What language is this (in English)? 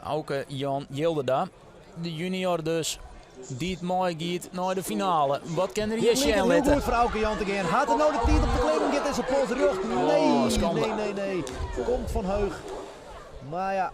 Western Frisian